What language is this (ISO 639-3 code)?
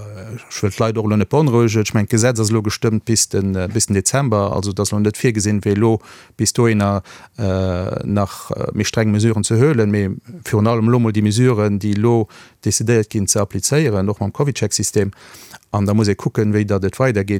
ltz